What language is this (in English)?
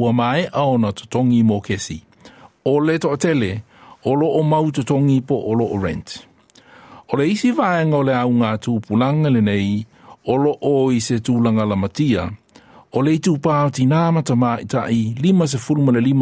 Samoan